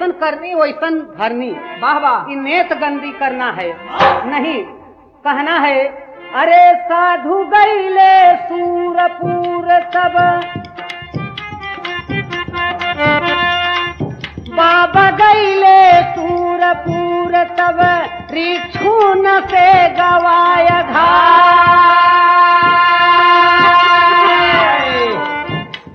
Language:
Bhojpuri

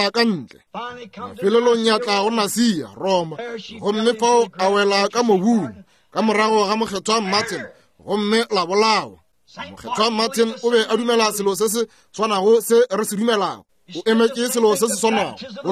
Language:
Northern Sotho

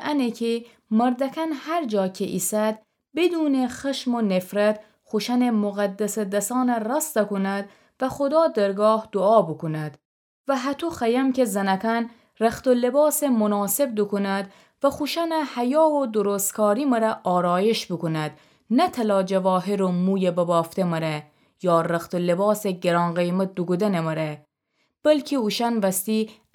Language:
Gilaki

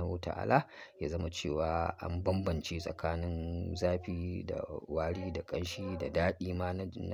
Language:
Hausa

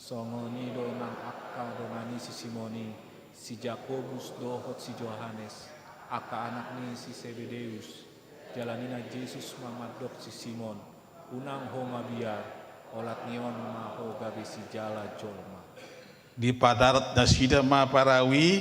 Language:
Batak Toba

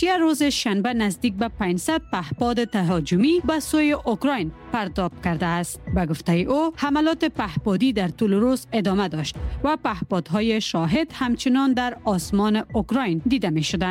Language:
Persian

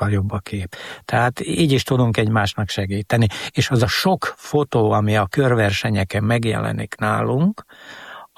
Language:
Hungarian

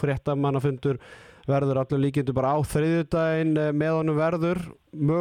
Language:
Icelandic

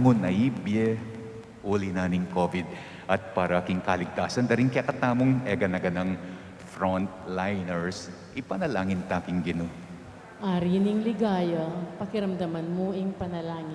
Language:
Pampanga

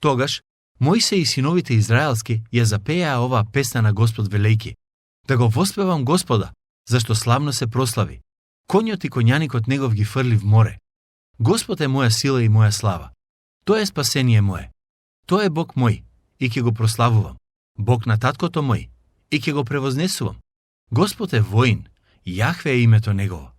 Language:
Macedonian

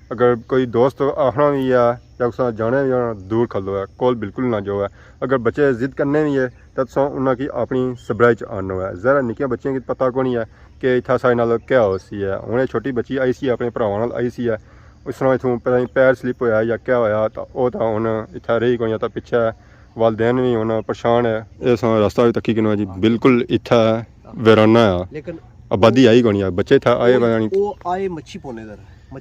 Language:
Pahari-Potwari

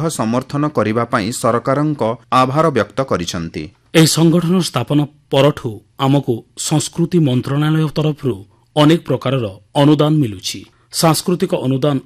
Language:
Odia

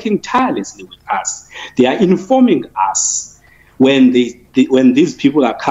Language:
English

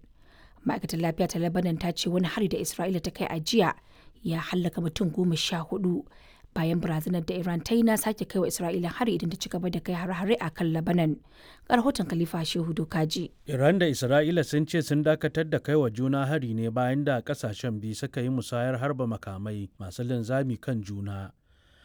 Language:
Hausa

